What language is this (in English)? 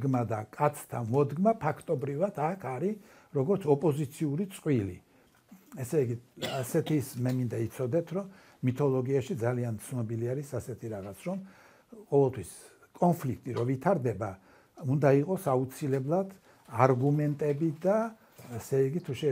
Georgian